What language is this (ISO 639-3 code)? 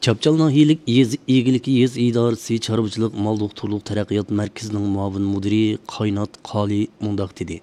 uig